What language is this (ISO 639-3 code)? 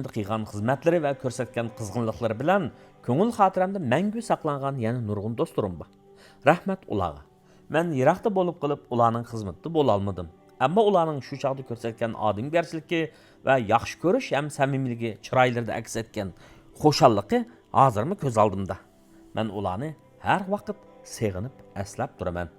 uig